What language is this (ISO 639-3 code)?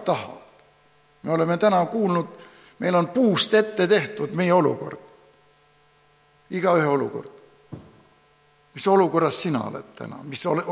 est